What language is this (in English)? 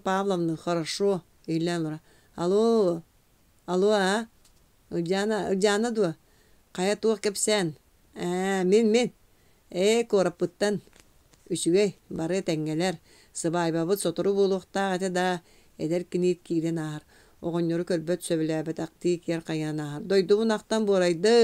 Yakut